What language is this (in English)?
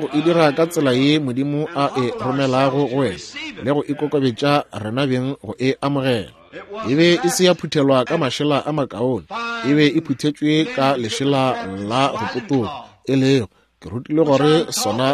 Northern Sotho